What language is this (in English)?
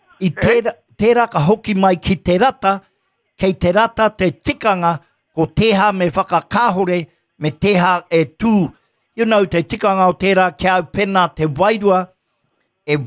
Māori